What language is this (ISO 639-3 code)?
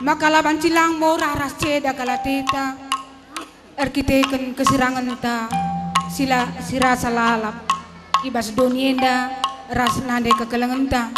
btx